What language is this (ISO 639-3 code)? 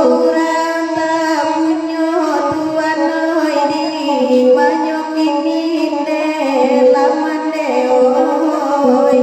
min